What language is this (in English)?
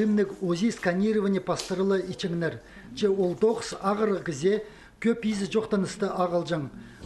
Khakas